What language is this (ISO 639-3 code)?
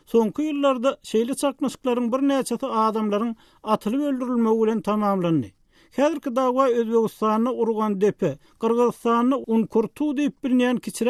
tuk